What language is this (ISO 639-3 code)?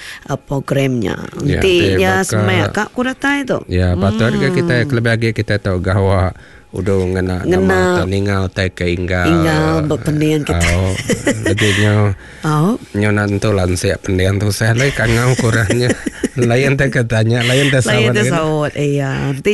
iba